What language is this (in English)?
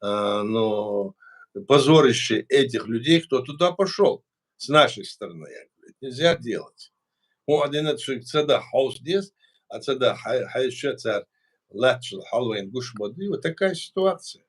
Chechen